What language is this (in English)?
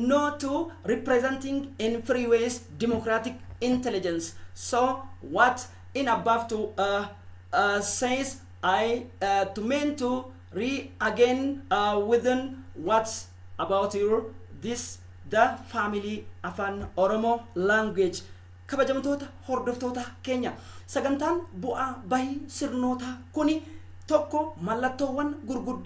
Oromo